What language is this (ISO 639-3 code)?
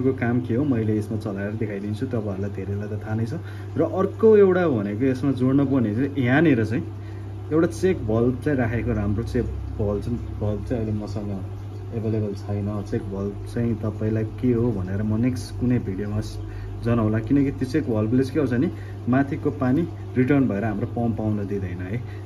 nep